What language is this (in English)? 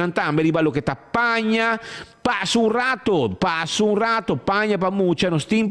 Papiamento